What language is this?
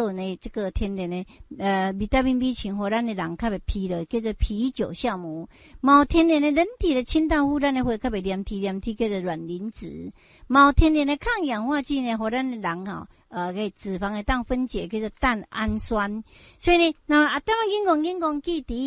Min Nan Chinese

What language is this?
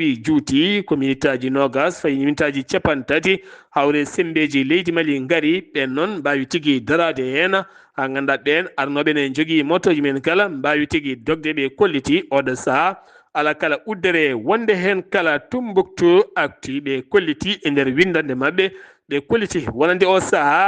Fula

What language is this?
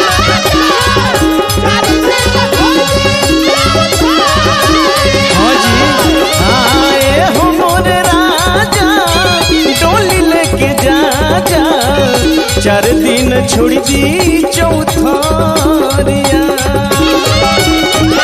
Bhojpuri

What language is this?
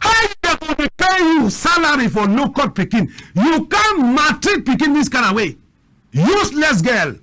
Cameroon Pidgin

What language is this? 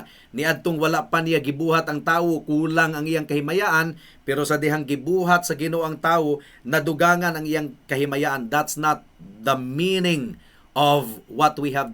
Cebuano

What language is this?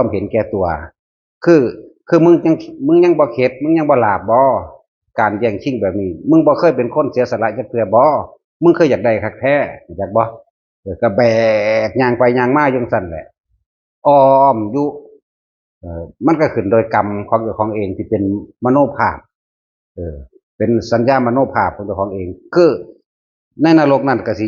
Northeastern Thai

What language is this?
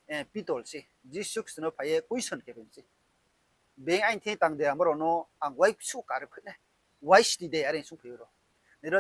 Riang (India)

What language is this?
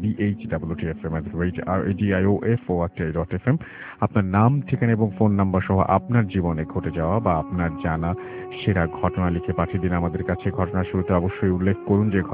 Bangla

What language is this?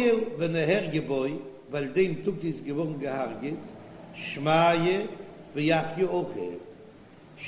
Yiddish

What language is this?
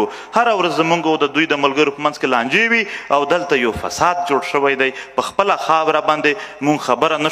Pashto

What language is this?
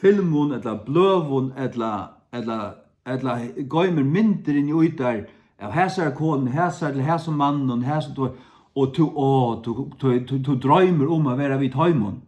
Faroese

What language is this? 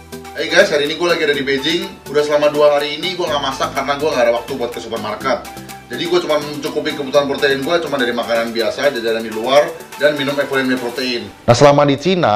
Indonesian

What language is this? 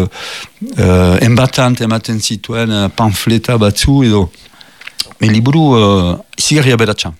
Basque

